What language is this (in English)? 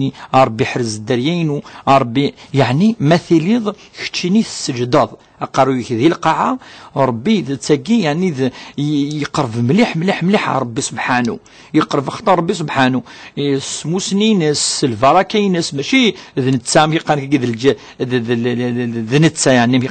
Kabyle